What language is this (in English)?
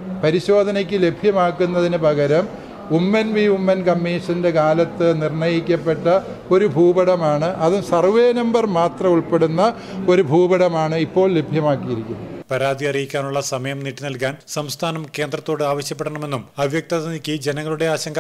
Malayalam